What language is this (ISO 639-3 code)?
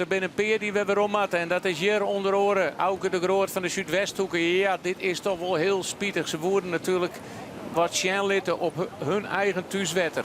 fry